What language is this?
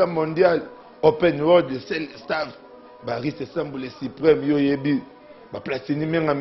Lingala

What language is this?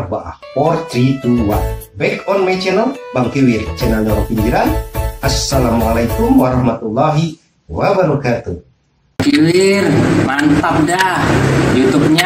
Betawi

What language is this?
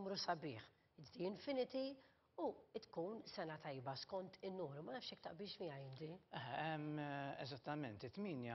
Maltese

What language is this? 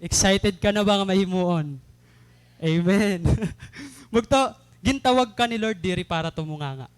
Waray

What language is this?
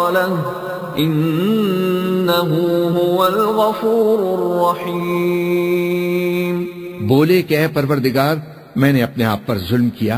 Urdu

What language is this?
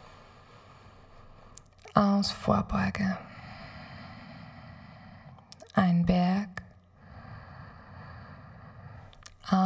German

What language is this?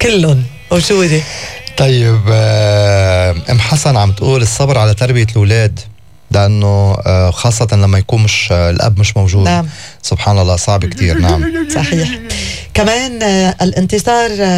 North Levantine Arabic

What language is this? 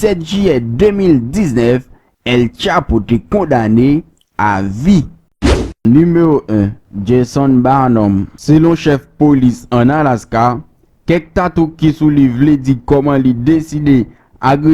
Haitian Creole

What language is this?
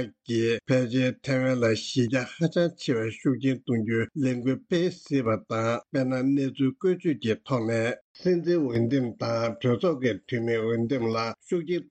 Tibetan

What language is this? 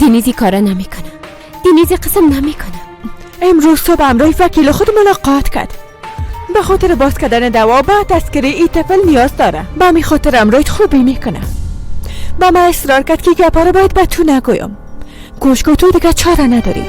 Persian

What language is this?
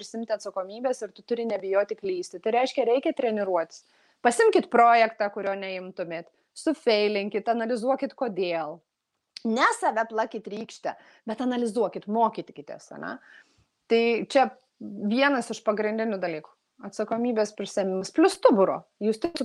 Lithuanian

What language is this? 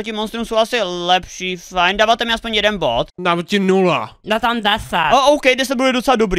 Czech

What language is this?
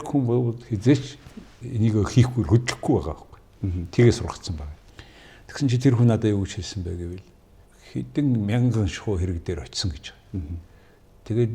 Mongolian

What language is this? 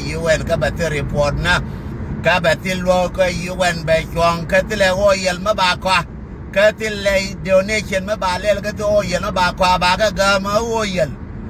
Nuer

